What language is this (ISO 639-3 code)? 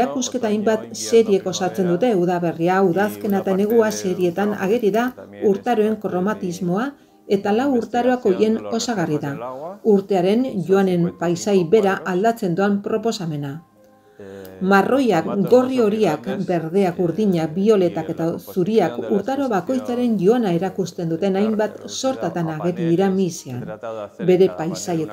eus